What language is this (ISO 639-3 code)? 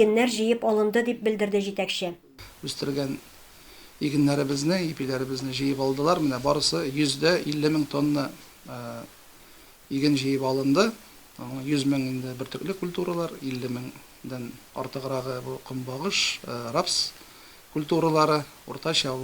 tat